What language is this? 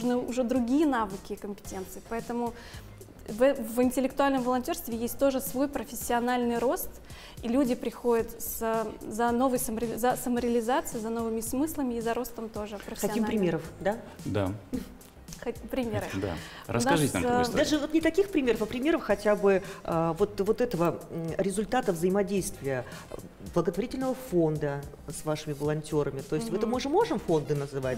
Russian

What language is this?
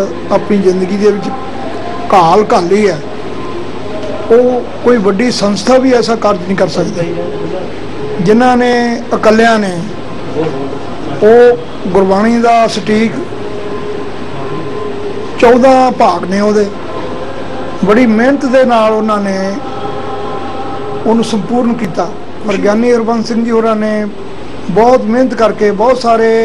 Punjabi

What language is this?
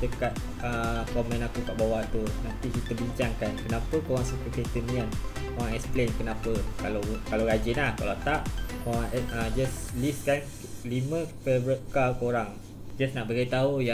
Malay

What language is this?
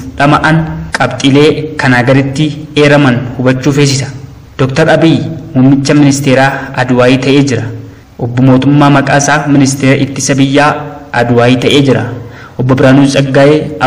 Oromo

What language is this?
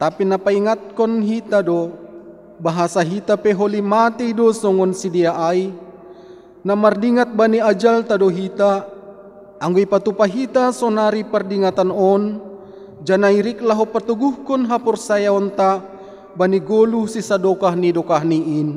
Batak Simalungun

